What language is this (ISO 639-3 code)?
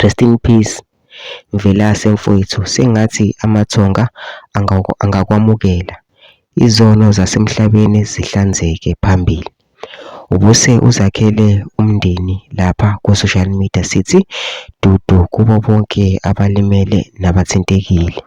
zul